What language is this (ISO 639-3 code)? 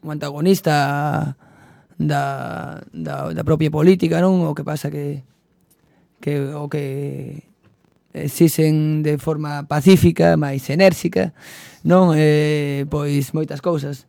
glg